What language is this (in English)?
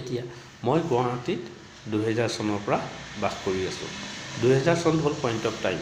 Assamese